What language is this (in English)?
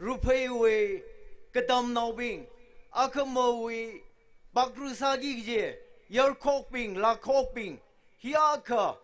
Tangkhul Naga (India)